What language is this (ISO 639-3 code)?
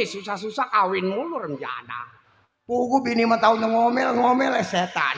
bew